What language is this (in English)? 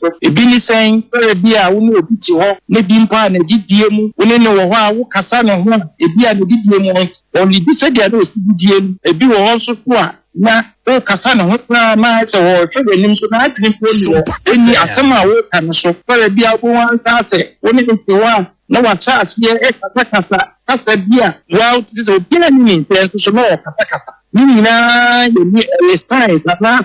Akan